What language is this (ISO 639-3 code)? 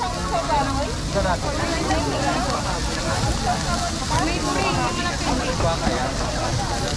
fil